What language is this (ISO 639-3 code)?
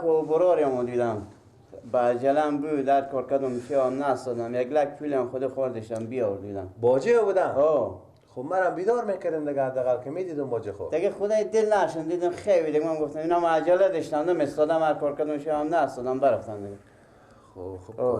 fas